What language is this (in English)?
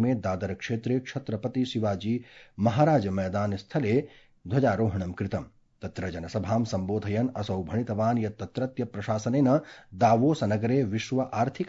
Sanskrit